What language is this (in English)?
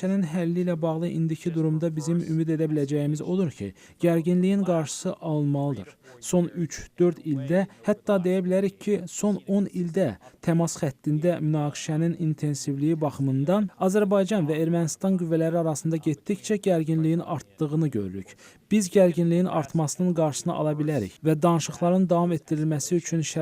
Azerbaijani